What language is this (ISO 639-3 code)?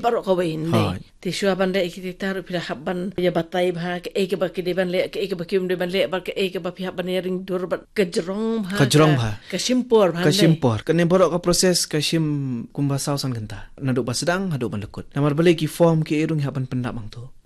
kha